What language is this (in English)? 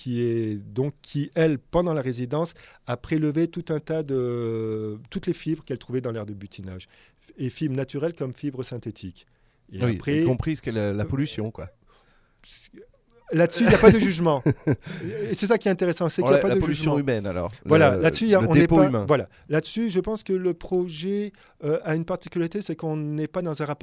French